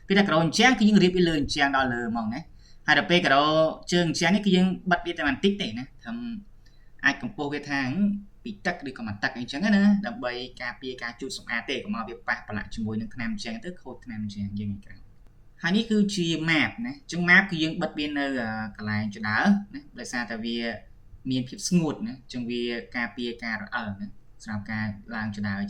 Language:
Khmer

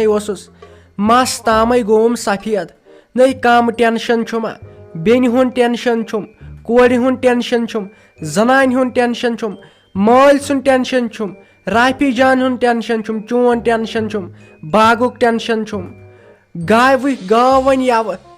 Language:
Kashmiri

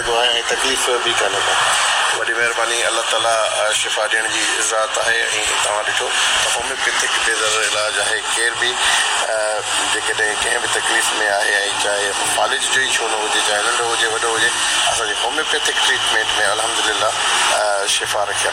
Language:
Sindhi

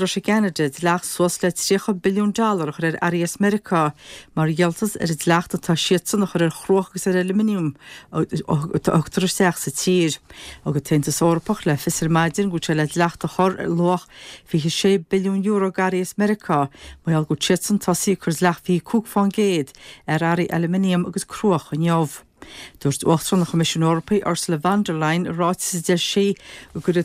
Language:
Irish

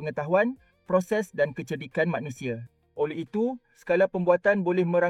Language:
Malay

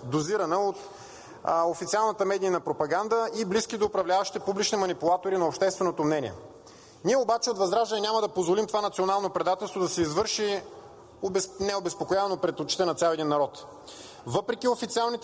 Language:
Bulgarian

